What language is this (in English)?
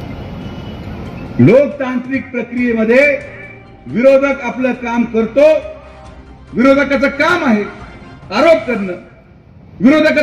Marathi